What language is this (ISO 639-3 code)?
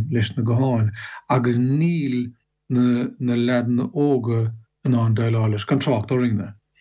gle